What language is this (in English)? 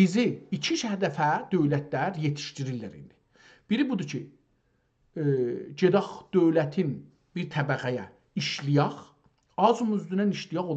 South Azerbaijani